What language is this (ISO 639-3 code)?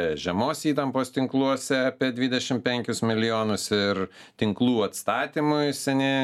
lit